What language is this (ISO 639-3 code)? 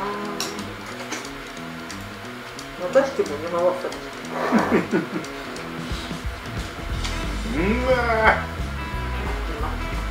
jpn